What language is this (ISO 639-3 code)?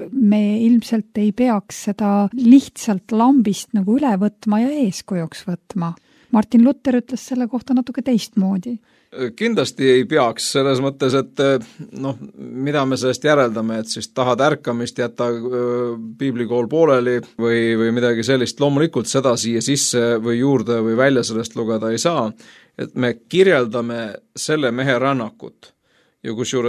est